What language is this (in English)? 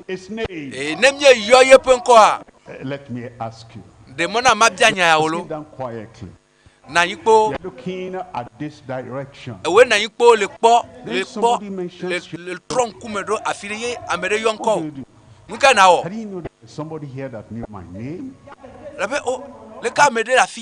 Ewe